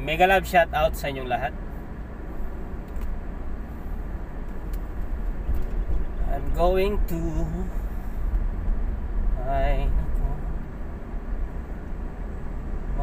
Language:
Filipino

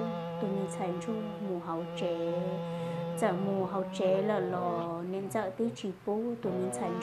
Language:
Hmong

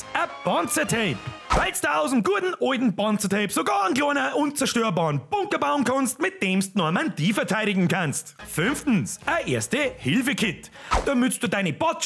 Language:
Bavarian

